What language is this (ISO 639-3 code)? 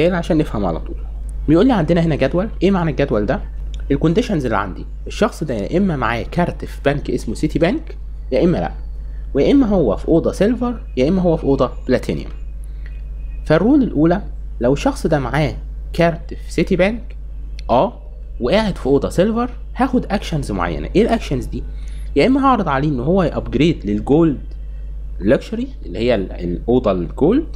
arz